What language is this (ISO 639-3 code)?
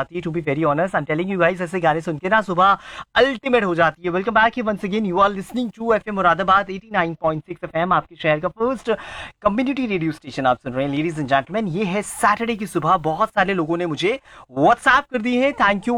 hin